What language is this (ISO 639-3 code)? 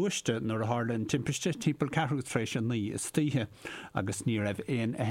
gle